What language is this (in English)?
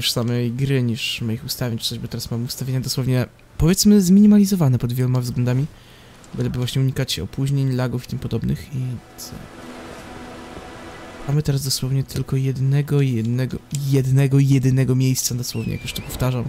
Polish